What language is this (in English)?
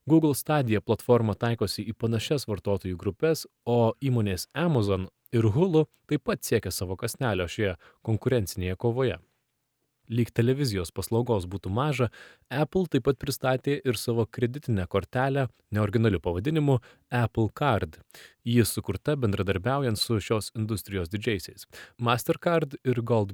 Lithuanian